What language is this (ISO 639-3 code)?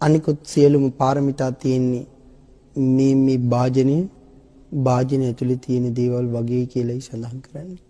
sin